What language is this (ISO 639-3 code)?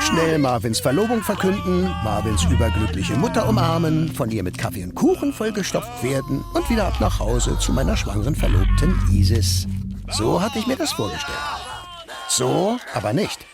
gsw